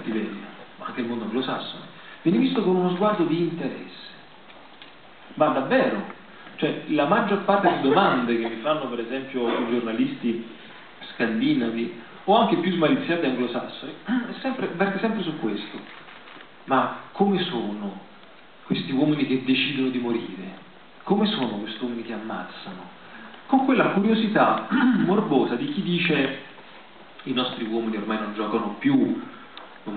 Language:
Italian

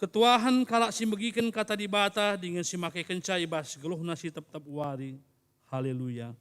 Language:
Batak Karo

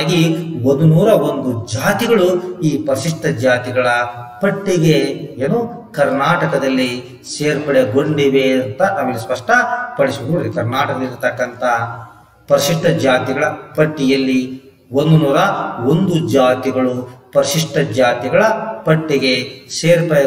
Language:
Kannada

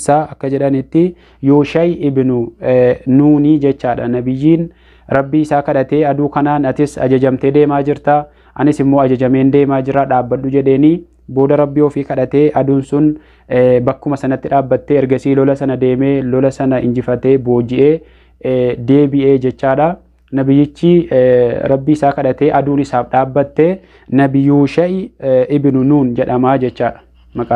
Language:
Oromo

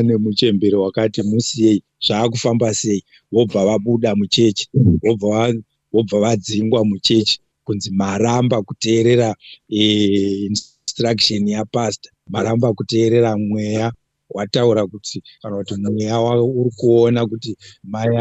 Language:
Shona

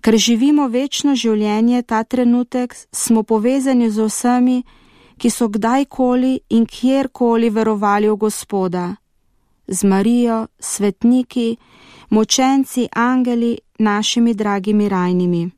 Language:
Slovenian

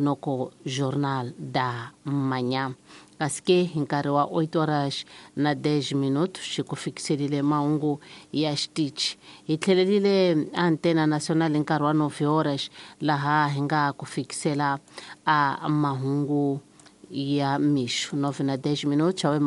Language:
Tsonga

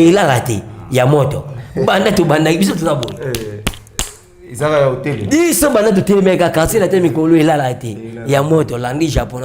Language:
Lingala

